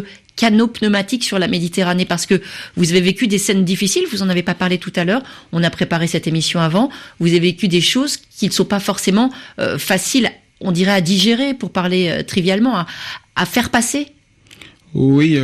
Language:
French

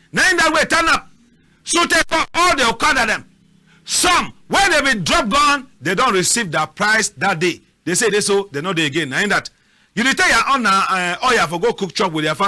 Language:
Cameroon Pidgin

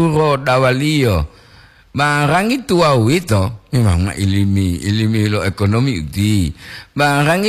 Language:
Gorontalo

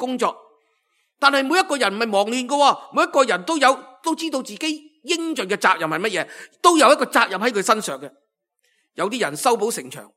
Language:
Cantonese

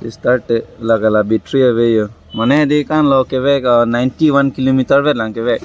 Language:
Karbi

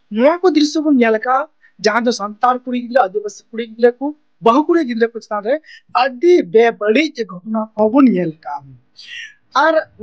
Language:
Santali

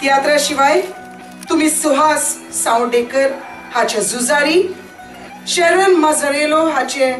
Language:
Konkani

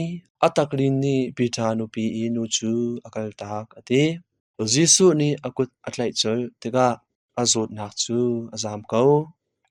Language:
Hakha Chin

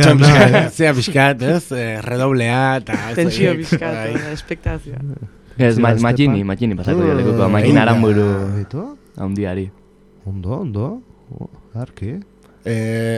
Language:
Basque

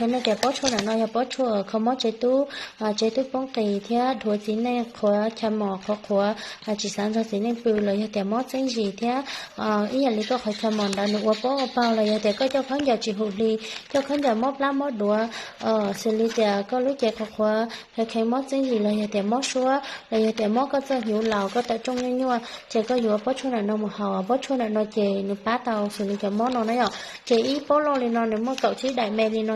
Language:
Hmong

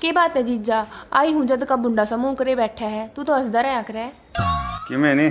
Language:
Haryanvi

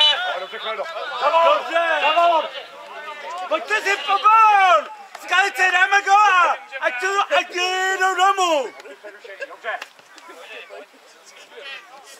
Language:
Czech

